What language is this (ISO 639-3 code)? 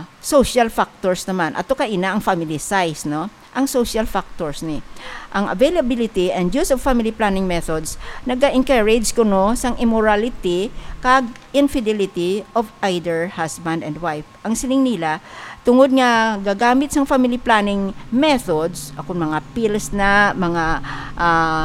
hil